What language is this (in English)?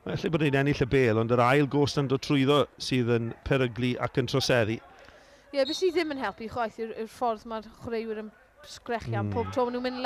Welsh